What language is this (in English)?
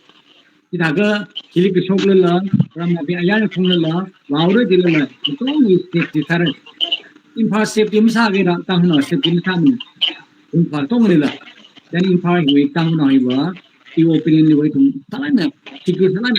Tangkhul Naga (India)